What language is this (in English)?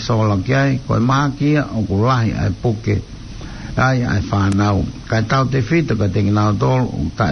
Tongan